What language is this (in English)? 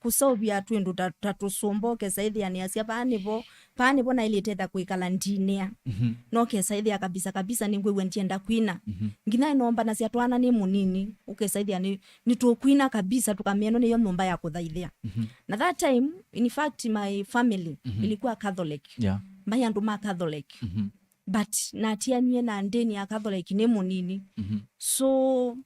Kamba